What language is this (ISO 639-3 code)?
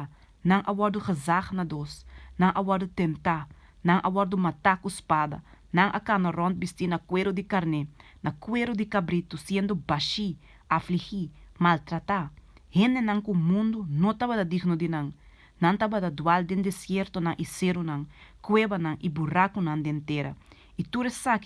pap